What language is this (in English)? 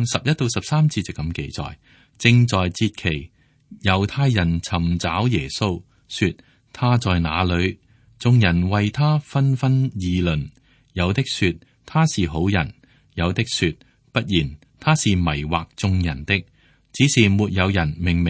Cantonese